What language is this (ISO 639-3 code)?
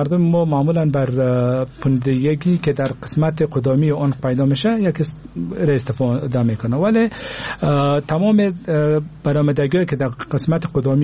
fas